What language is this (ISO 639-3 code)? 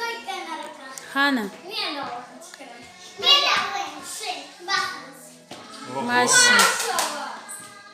crh